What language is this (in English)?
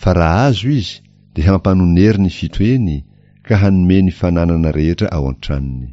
Malagasy